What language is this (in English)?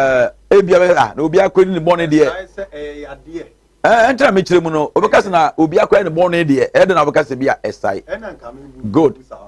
Akan